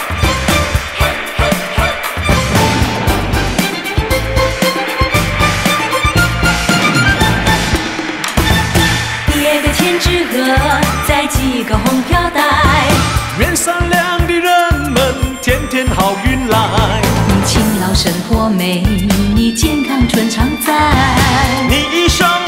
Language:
Chinese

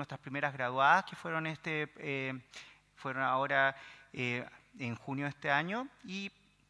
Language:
Spanish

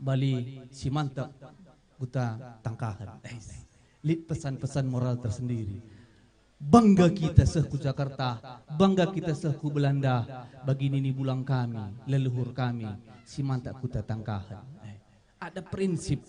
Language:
Batak Karo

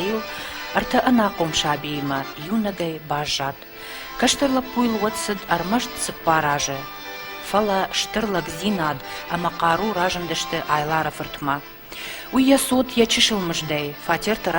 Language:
Ossetic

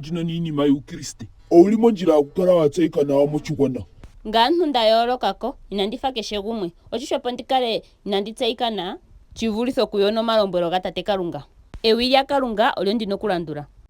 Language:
Ndonga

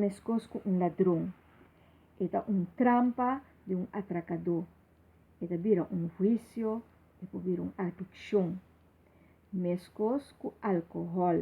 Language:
Papiamento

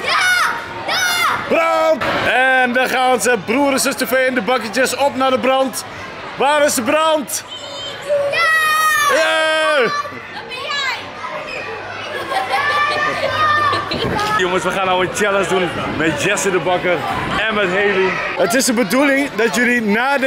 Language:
Dutch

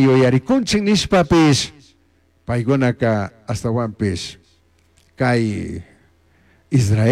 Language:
Chimborazo Highland Quichua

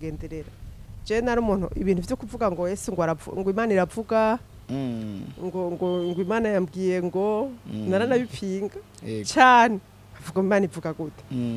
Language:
Rundi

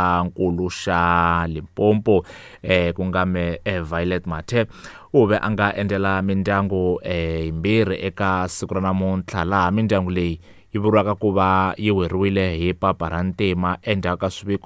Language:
Tsonga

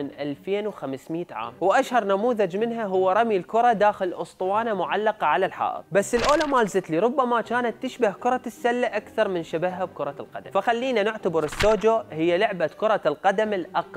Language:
Mesopotamian Arabic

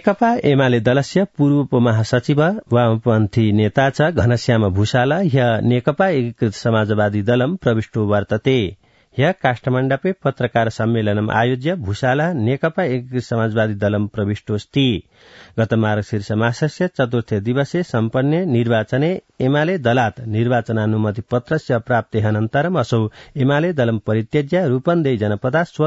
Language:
Sanskrit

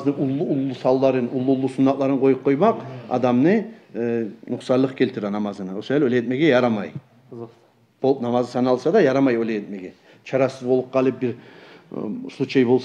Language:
Kumyk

